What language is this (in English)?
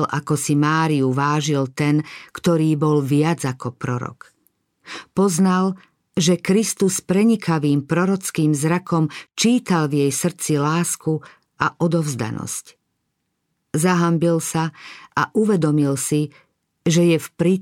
Slovak